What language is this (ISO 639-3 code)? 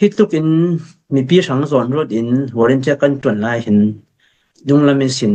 cfm